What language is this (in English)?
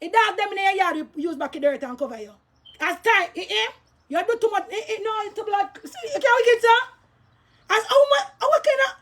Jamaican Creole English